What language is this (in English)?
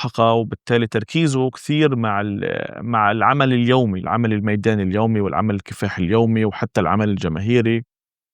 North Levantine Arabic